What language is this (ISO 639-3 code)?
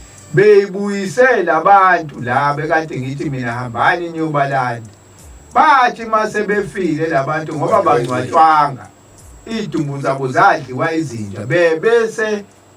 zul